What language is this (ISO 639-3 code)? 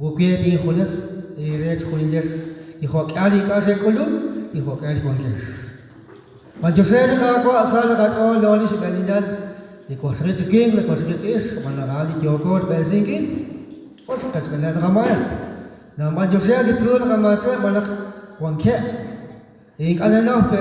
kek